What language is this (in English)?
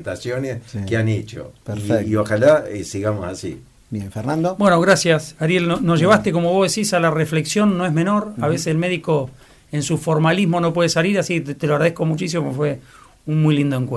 Spanish